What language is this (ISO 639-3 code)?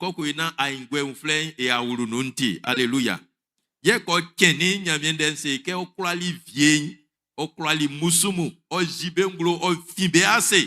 bci